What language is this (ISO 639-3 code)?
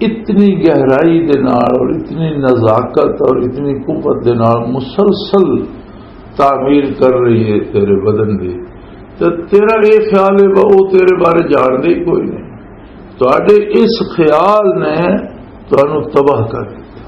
lah